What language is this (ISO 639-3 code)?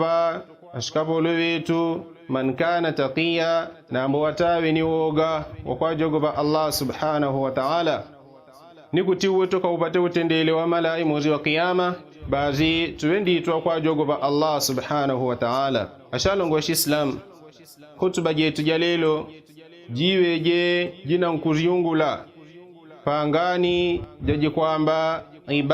yao